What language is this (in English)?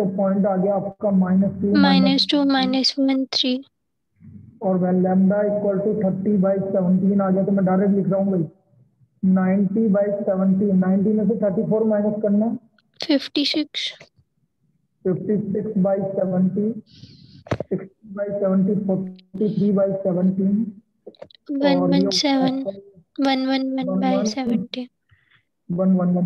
Hindi